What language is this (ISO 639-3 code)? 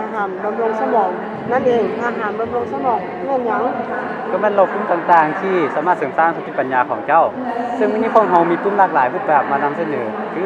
lao